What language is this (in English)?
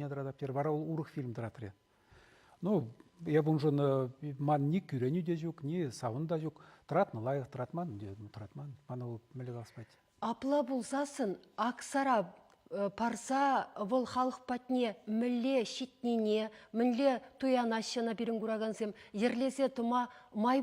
Chuvash